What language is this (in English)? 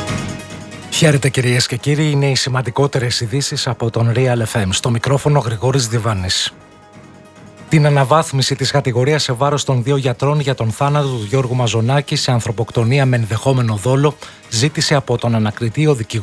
Greek